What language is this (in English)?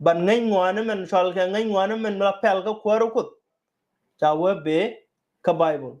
Nuer